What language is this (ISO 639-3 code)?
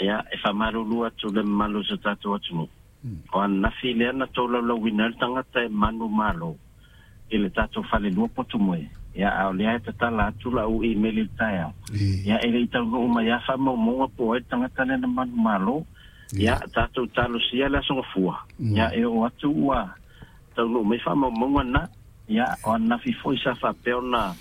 smo